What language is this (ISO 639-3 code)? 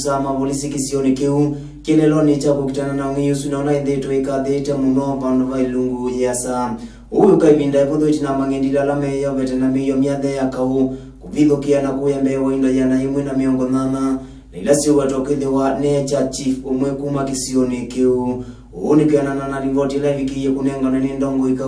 kam